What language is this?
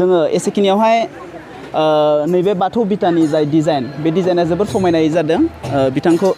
Bodo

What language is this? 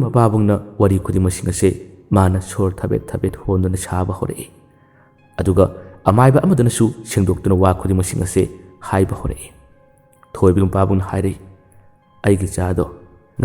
Manipuri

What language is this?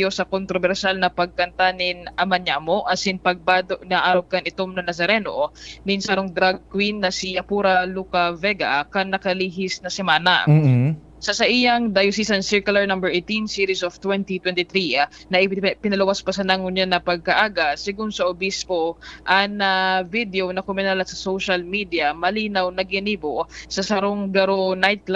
Bikol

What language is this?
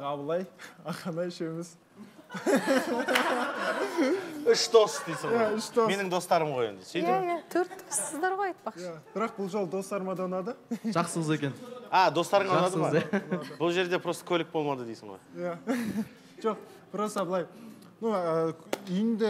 Kazakh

